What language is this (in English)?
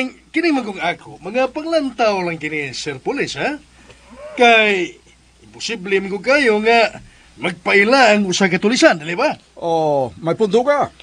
Cebuano